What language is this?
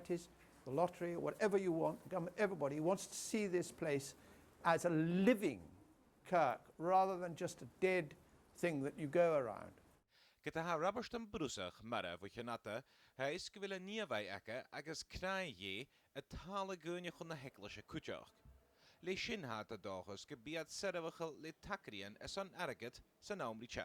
Scottish Gaelic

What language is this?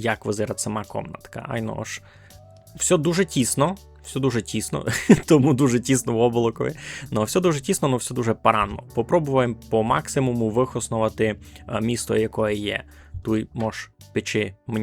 Rusyn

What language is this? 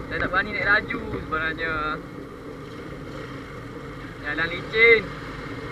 Malay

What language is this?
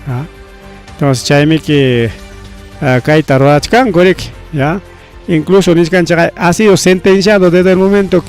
Ayacucho Quechua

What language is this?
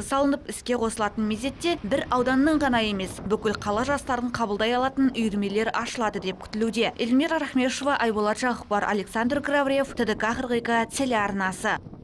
Kazakh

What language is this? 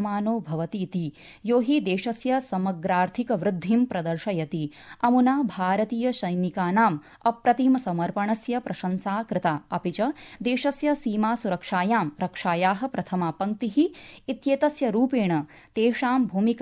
Sanskrit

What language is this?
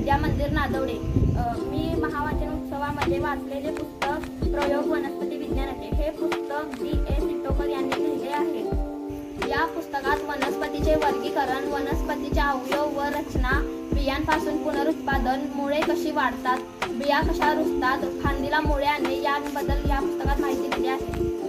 Marathi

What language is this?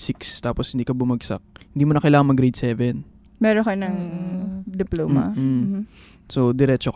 Filipino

